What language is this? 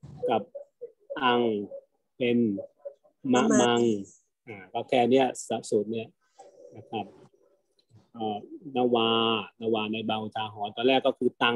Thai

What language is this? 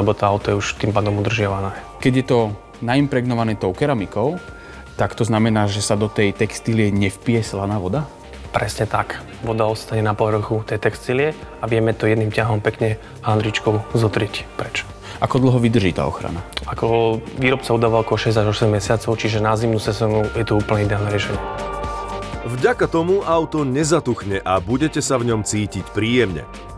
Slovak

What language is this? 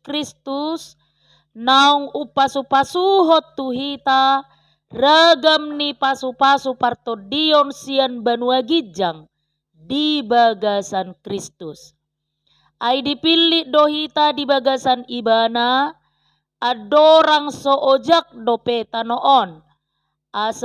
Batak Toba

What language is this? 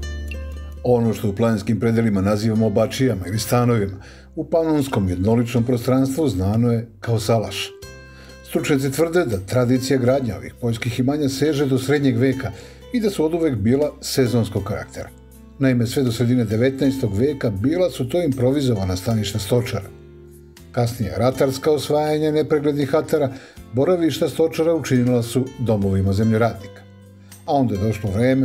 Serbian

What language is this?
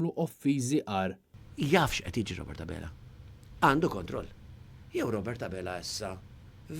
Maltese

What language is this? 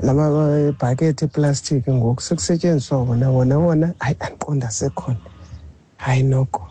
Xhosa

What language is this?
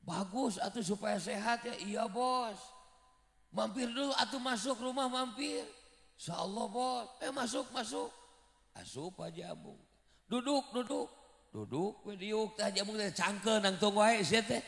Sundanese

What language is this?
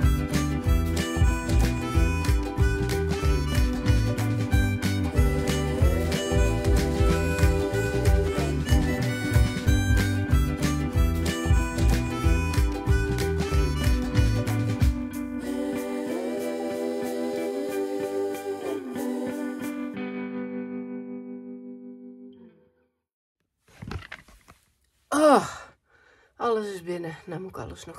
Dutch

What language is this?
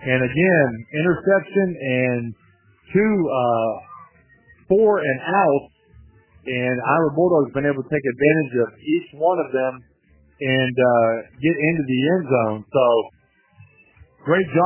English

